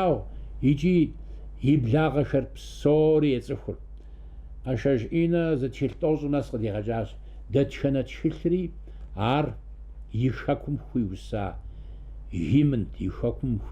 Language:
Kabardian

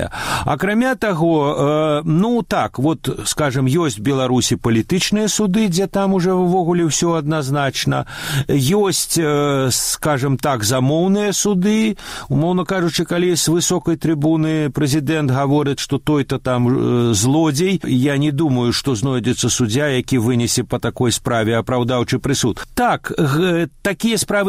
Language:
Belarusian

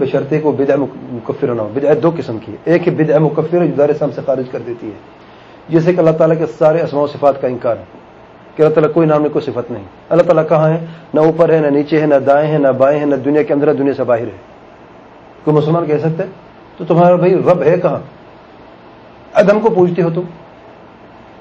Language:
Urdu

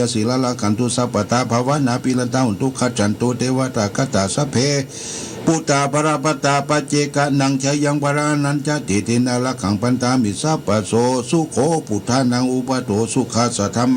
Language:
Pali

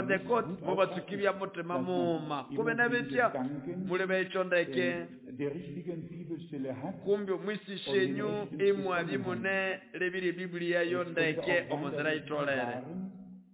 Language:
Nande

